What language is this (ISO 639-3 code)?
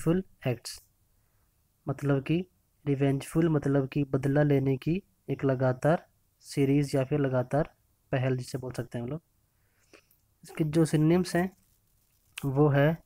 hin